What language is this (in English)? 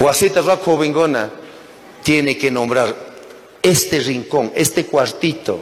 Chimborazo Highland Quichua